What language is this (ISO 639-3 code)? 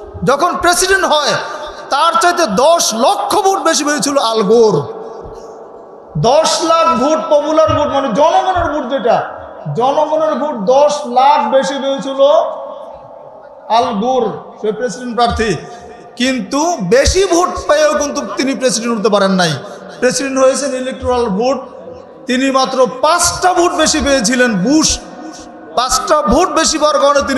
ben